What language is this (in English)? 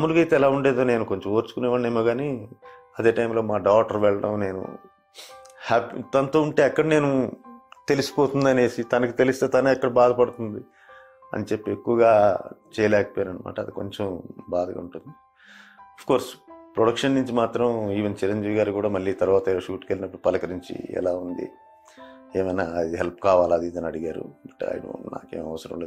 Telugu